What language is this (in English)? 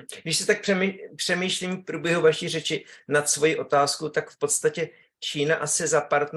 Czech